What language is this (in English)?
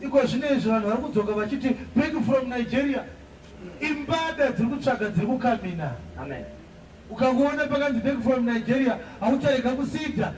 Shona